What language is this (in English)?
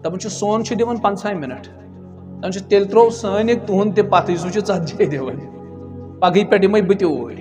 Kashmiri